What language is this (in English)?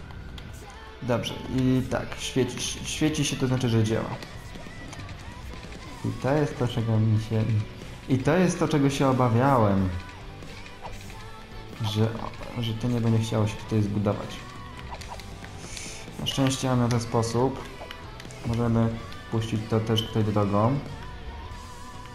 Polish